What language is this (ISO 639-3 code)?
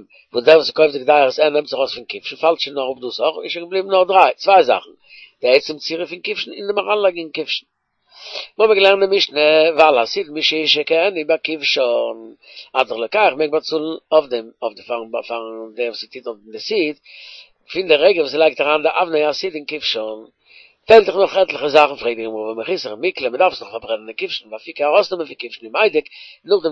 yid